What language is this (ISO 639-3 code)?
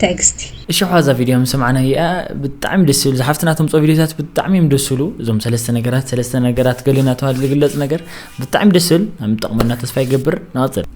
tir